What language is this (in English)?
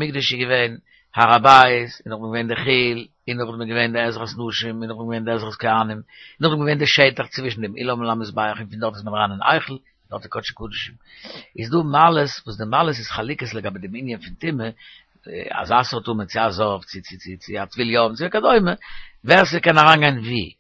Yiddish